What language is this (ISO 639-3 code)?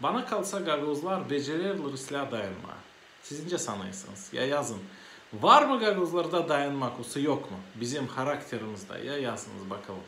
gag